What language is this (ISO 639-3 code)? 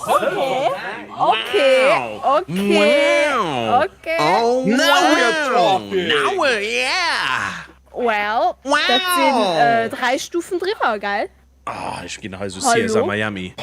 ltz